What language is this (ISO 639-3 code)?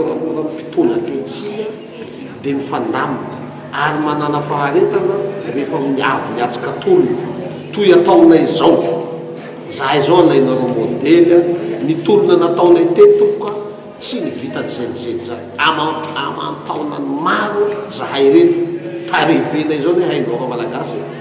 mlg